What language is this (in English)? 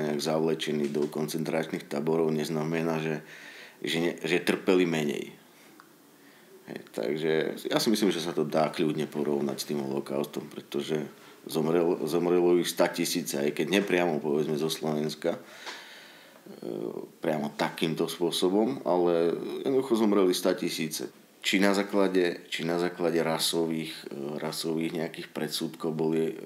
Slovak